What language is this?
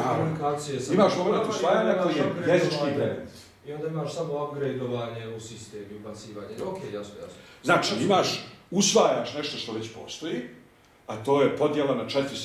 Bosnian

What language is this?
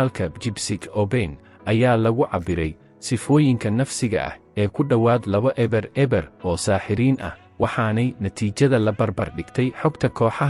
Somali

